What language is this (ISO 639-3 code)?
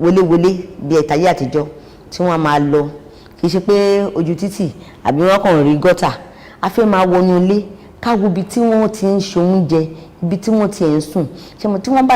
yor